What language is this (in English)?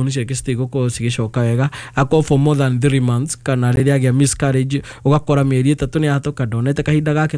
Kikuyu